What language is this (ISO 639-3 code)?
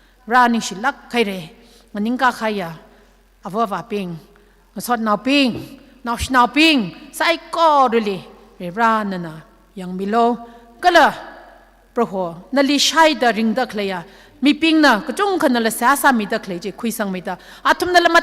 nmf